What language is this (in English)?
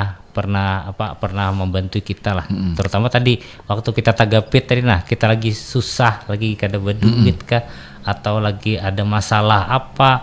Banjar